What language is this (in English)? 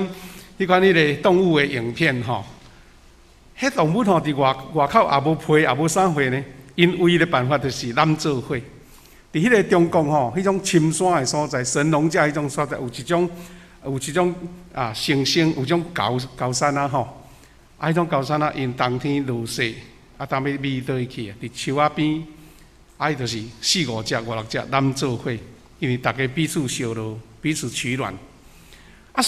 Min Nan Chinese